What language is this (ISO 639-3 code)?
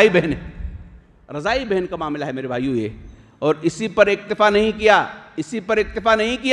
urd